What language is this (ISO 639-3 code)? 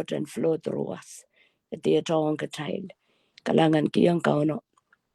pon